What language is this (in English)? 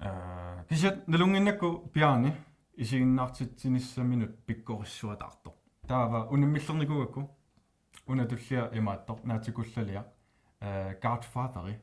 Kalaallisut